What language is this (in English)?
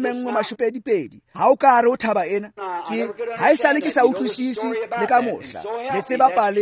Tswana